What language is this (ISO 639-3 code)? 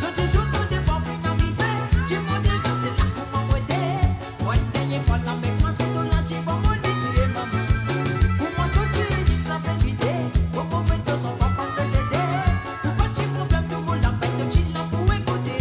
mfe